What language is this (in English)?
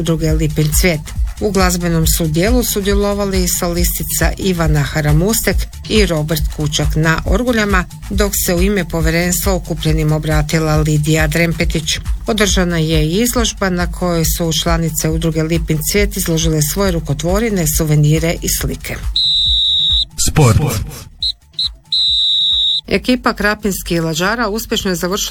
Croatian